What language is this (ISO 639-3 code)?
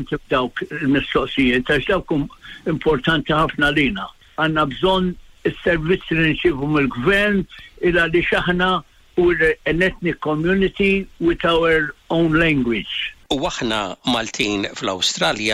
mlt